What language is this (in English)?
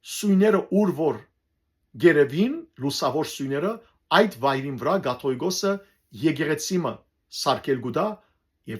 Western Armenian